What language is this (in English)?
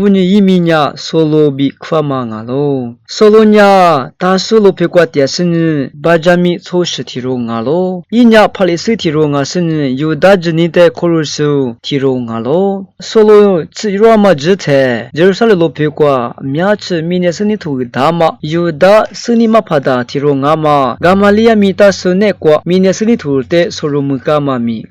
Lisu